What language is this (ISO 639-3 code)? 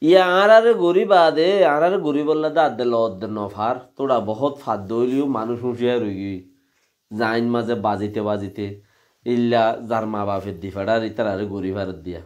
rhg